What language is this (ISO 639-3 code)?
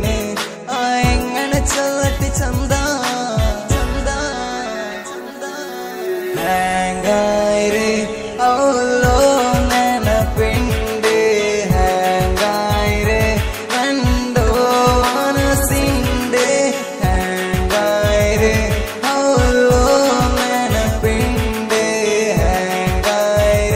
mal